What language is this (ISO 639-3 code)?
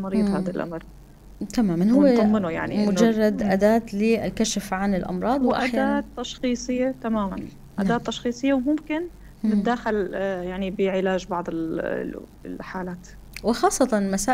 apc